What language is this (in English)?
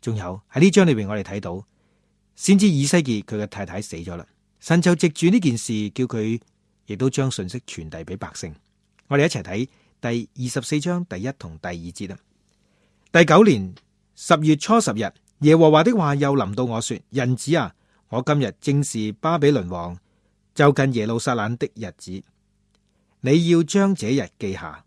Cantonese